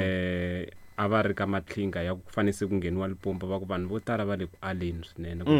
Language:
Tsonga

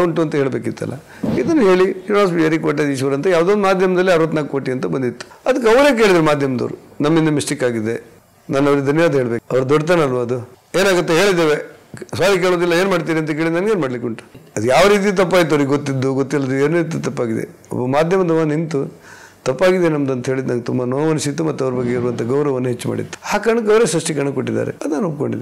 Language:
Kannada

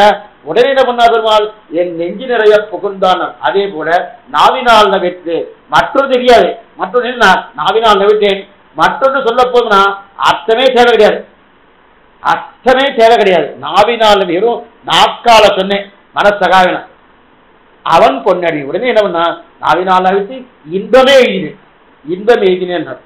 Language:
Tamil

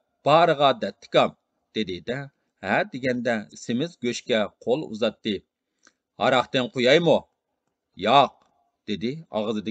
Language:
Uyghur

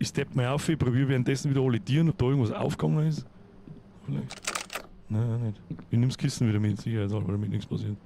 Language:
Bavarian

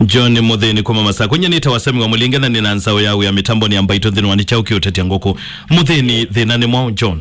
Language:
Kamba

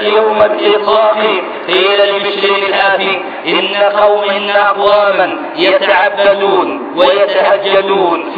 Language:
Arabic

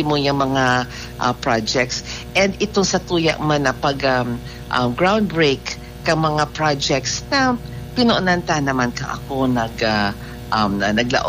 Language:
Bikol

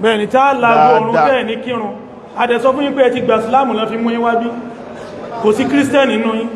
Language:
Yoruba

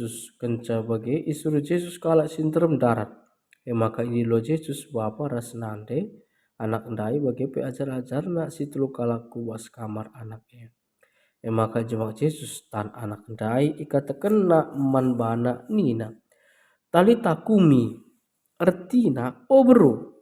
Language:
Batak Karo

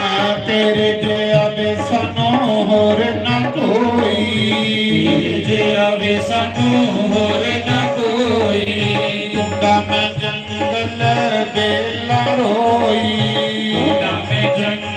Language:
Dogri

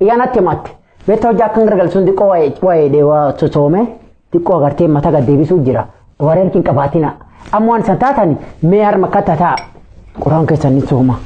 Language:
Oromo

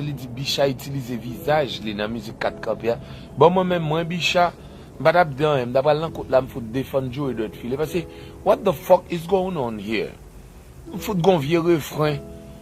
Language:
Haitian Creole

